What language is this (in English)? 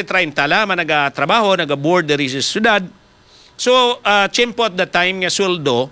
Hiligaynon